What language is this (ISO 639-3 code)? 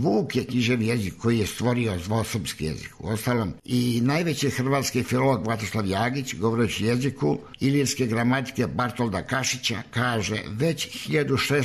srp